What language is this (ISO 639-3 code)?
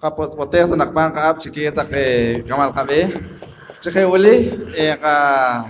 poh